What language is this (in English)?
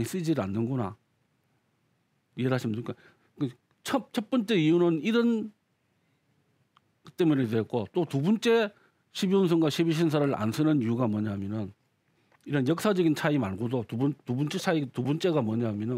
Korean